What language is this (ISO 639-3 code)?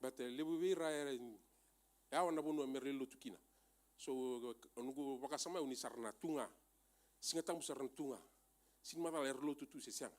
fij